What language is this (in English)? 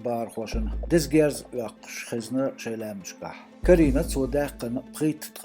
Chechen